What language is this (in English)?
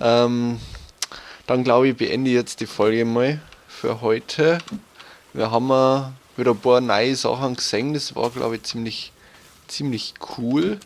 Bavarian